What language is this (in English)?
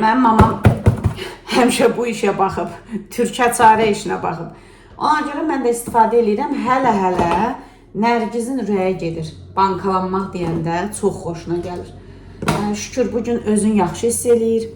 Azerbaijani